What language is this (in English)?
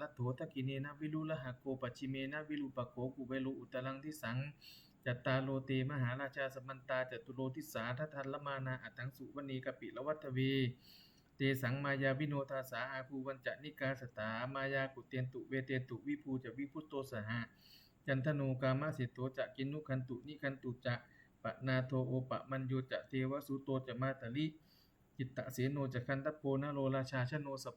Pali